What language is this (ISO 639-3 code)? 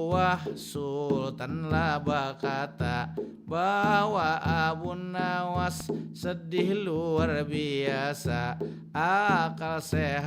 bjn